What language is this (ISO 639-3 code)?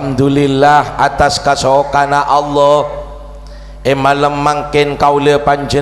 mad